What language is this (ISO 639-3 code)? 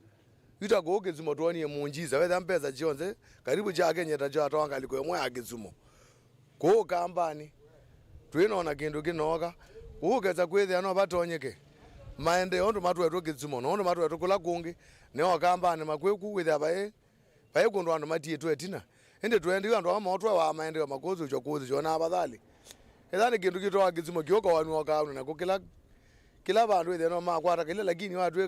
kam